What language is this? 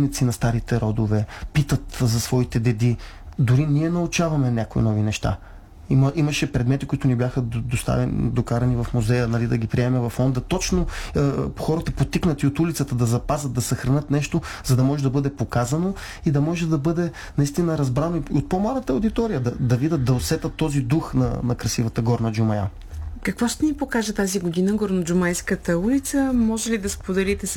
Bulgarian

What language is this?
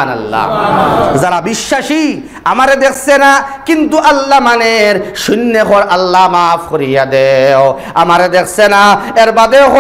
Sylheti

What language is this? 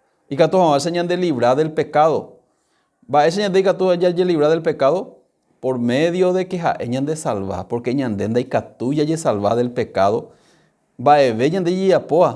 Guarani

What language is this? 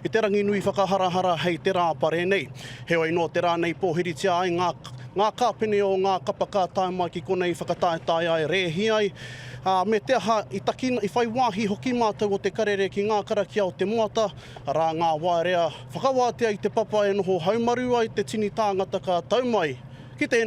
Māori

